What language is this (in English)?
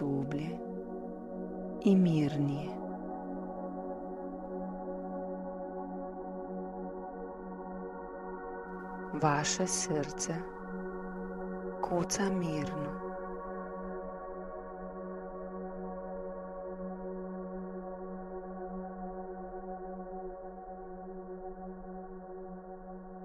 Serbian